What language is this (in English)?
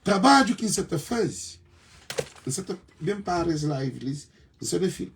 Kabuverdianu